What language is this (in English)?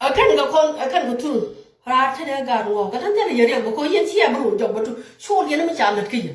Nuer